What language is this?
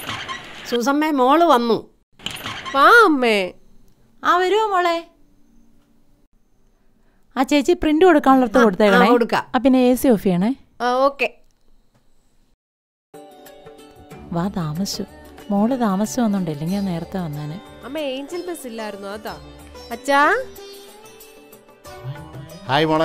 Malayalam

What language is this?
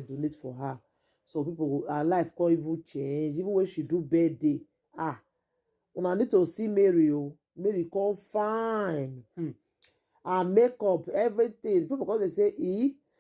Nigerian Pidgin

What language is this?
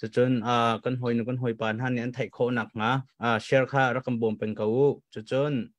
Hakha Chin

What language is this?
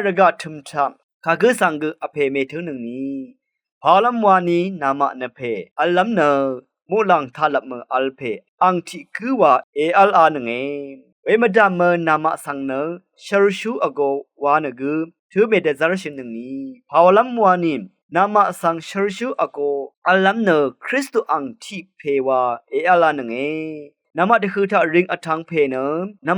Rawang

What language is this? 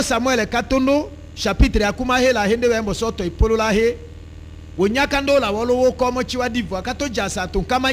Tetela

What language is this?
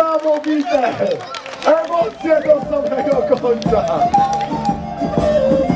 Polish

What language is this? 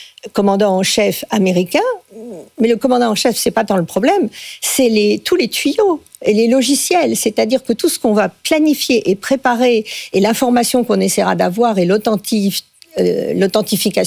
French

